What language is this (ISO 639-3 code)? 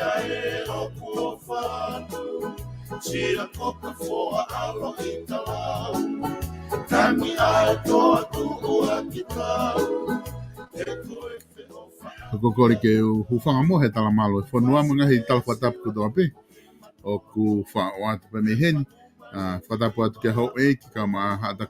ton